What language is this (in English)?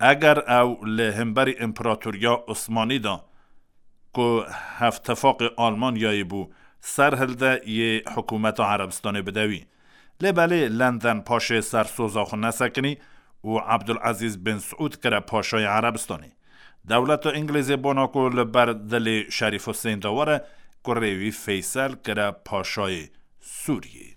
Kurdish